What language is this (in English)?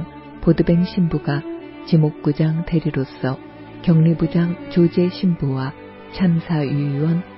Korean